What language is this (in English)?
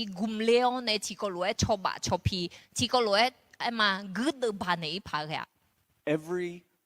Akha